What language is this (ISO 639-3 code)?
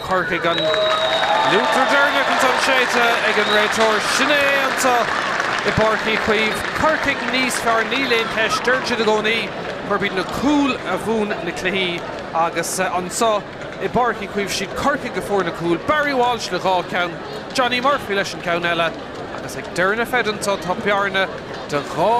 gle